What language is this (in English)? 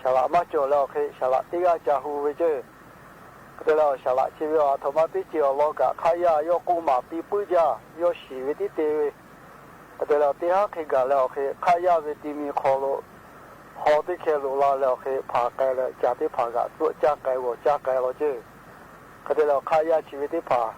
Lahu